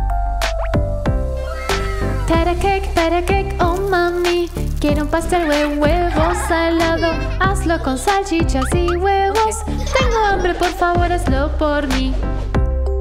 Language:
Spanish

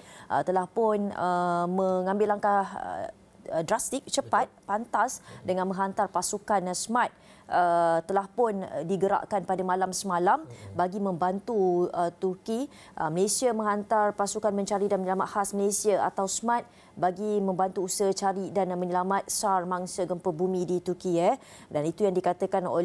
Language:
Malay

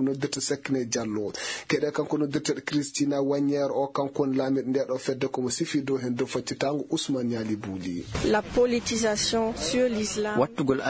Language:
Fula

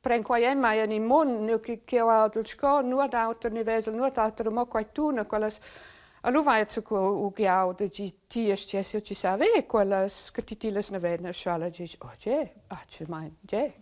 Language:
Romansh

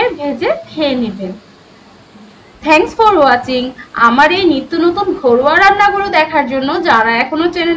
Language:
Bangla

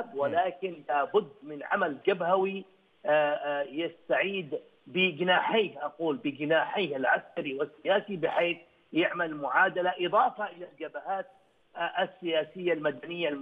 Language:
Arabic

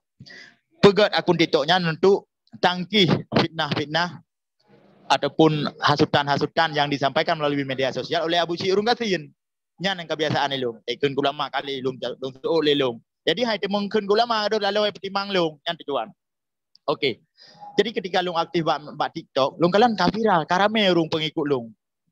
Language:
Achinese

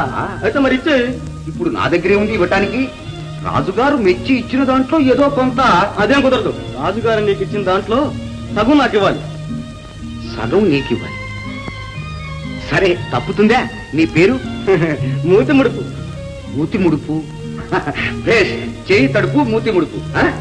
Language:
Telugu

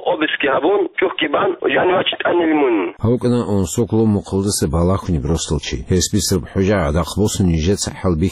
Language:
Avaric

